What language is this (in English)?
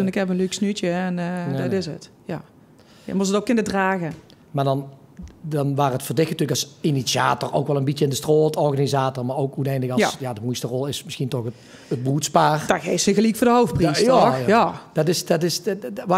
Limburgish